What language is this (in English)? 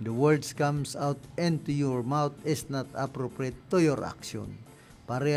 Bikol